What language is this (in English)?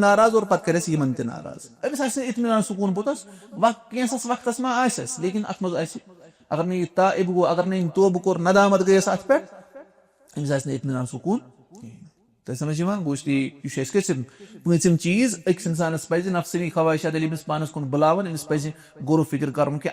Kashmiri